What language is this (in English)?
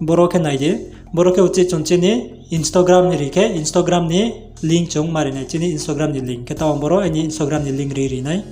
Riang (India)